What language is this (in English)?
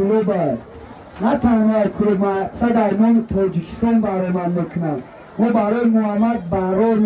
Tajik